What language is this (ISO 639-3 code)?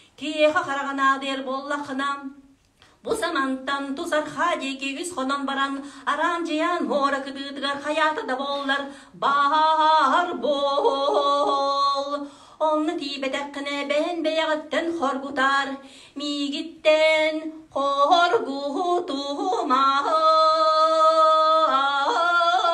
sah